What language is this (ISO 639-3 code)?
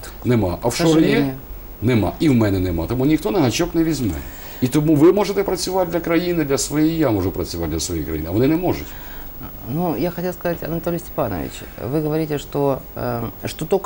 ukr